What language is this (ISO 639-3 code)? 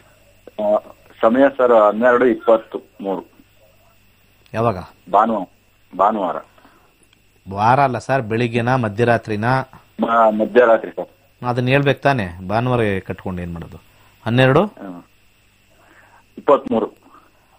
kan